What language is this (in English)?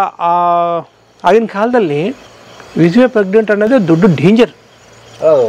Kannada